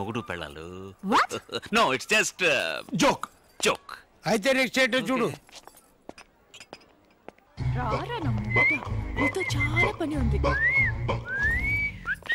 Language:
Telugu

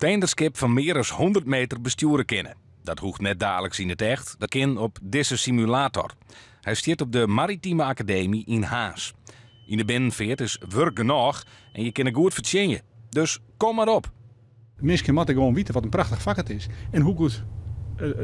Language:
Western Frisian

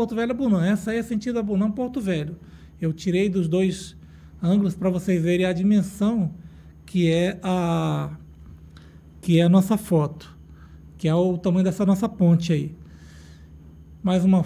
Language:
Portuguese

